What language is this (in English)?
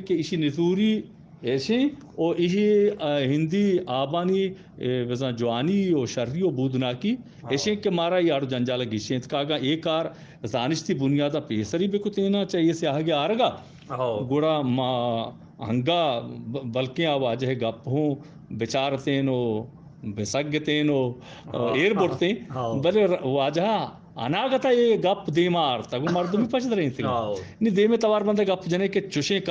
Eastern Balochi